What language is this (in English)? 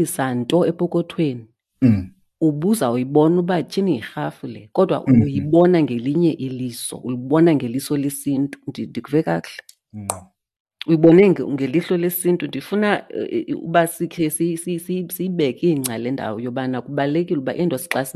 Xhosa